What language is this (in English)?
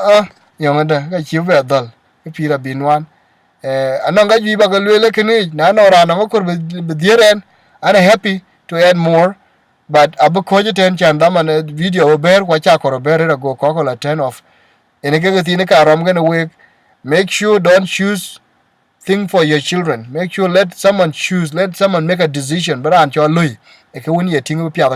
Dinka